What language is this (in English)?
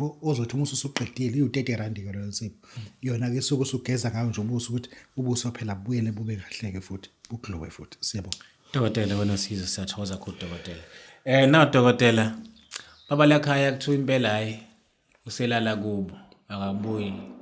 Zulu